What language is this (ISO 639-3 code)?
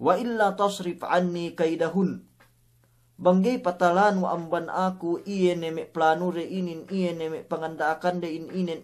yka